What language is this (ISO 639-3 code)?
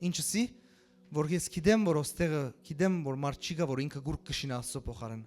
hyw